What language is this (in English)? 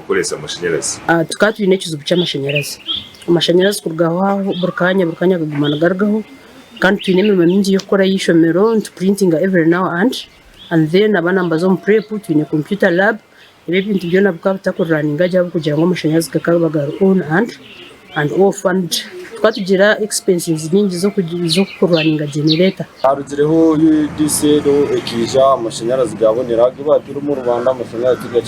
Nyankole